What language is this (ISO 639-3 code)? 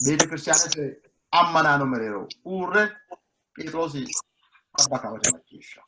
sid